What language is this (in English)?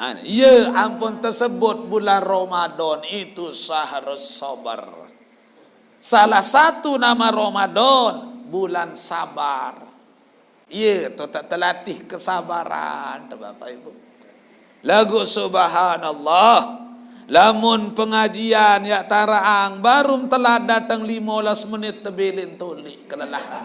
Sasak